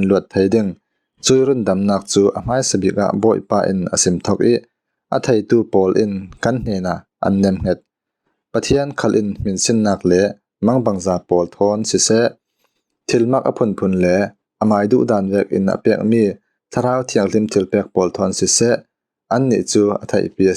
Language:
Falam Chin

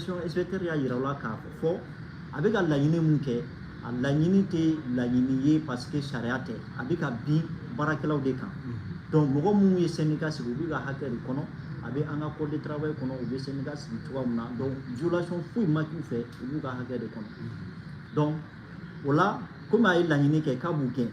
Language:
Bambara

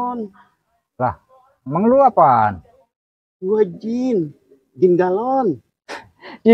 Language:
Betawi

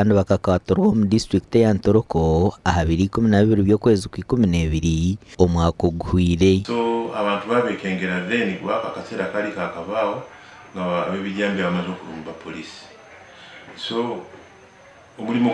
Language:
Nyankole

